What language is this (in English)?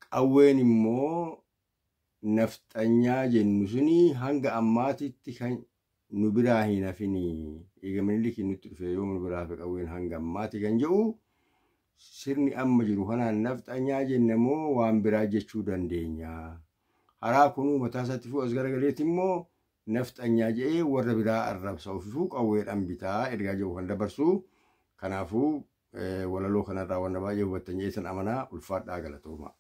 Oromo